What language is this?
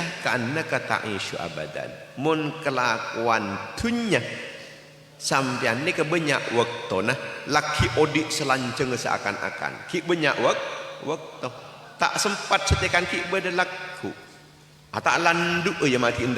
Madurese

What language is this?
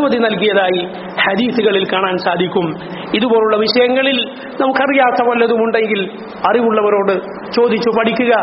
Malayalam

